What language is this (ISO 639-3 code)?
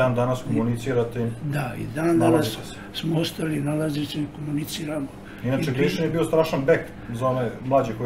srp